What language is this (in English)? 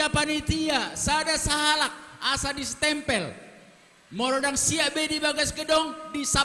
Batak Toba